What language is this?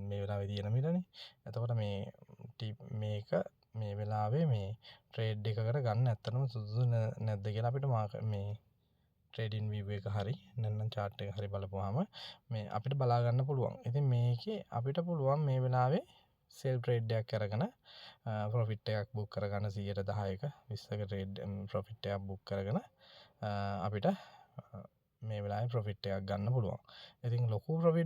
Sinhala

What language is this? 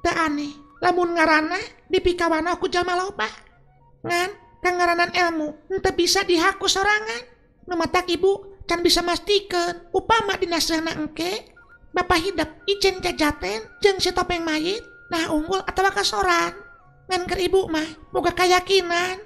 Sundanese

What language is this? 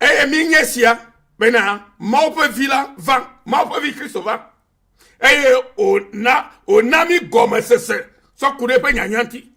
Ewe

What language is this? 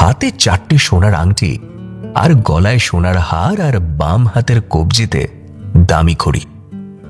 Bangla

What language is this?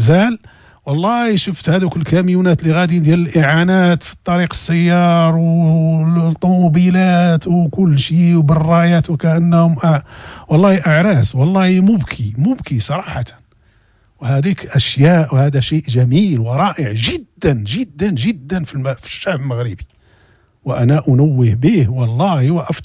Moroccan Arabic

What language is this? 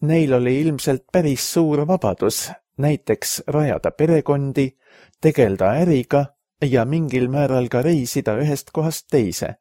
Estonian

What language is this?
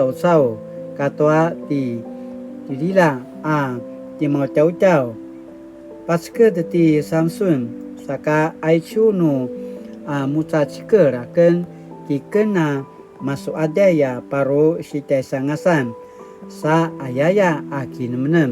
Paiwan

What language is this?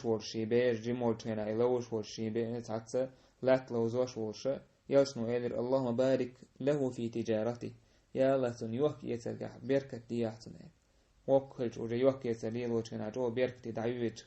Chechen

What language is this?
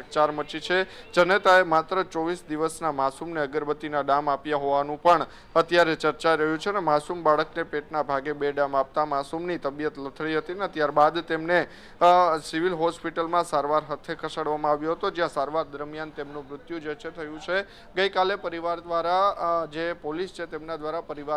Gujarati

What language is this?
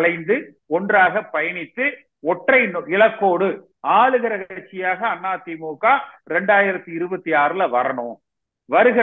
Tamil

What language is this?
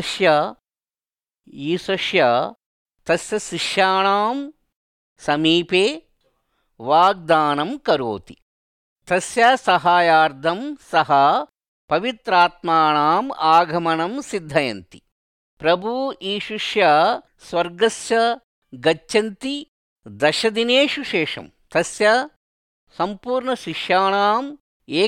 Sanskrit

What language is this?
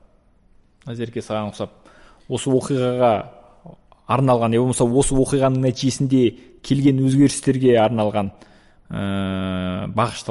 Kazakh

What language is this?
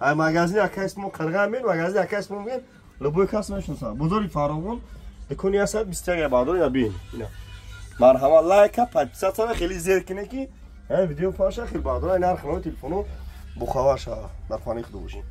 Tajik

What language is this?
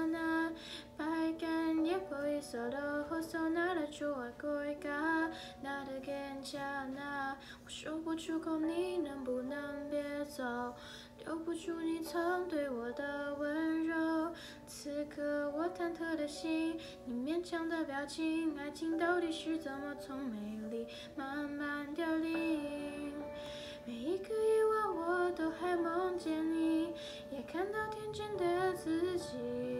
Chinese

